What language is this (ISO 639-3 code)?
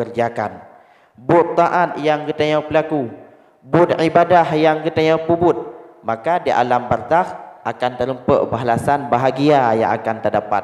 ace